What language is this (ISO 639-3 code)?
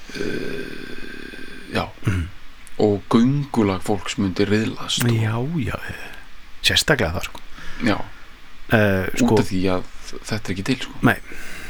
isl